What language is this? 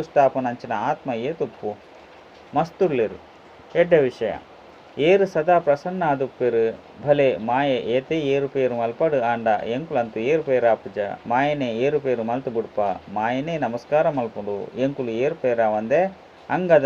Tulu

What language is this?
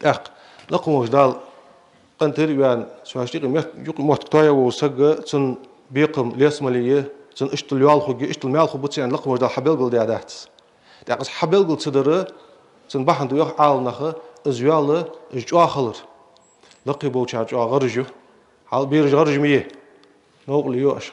Ingush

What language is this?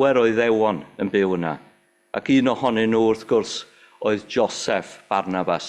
Welsh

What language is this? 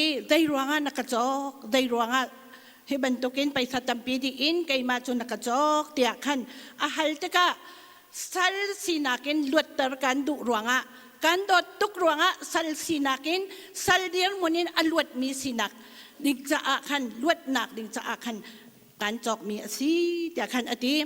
Hakha Chin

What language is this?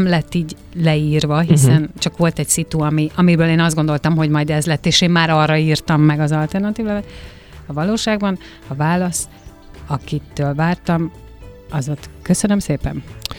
Hungarian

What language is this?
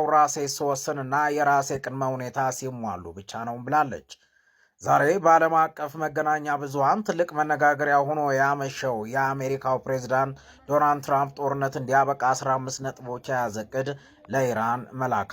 Amharic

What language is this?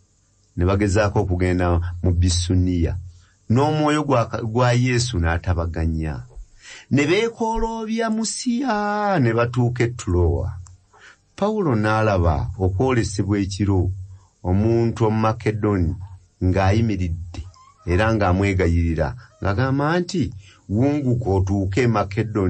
Ganda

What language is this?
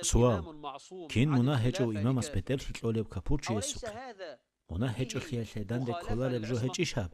Avaric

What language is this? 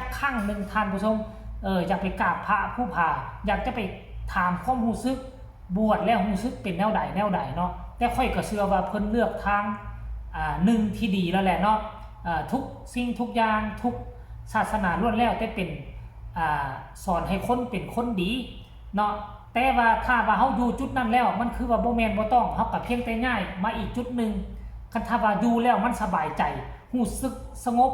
Northeastern Thai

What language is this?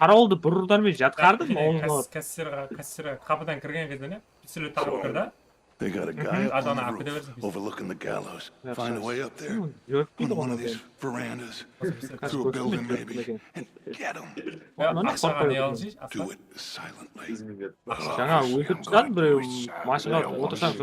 Kara-Kalpak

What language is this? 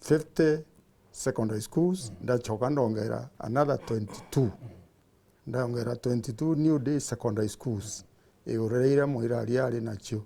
Meru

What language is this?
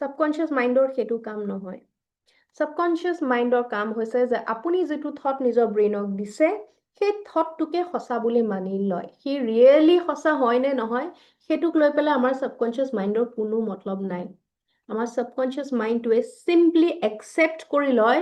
Assamese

